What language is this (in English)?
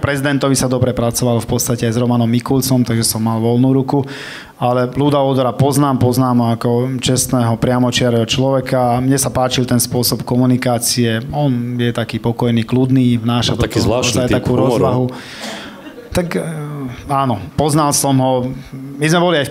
Slovak